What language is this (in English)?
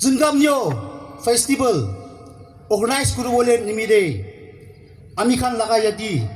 Yimchungru Naga